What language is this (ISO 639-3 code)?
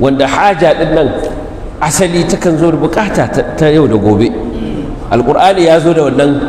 hau